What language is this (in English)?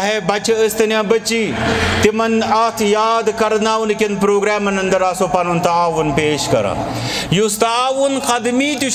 Kashmiri